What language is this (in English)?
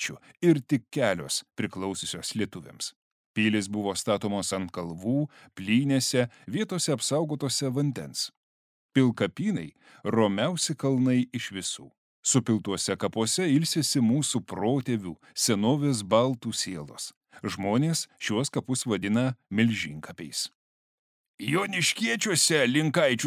Lithuanian